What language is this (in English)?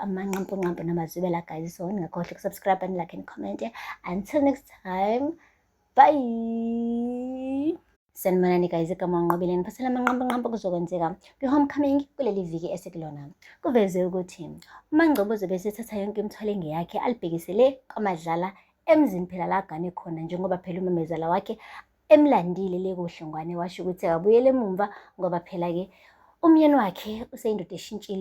Zulu